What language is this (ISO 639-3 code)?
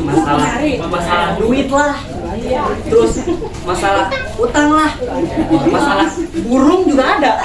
bew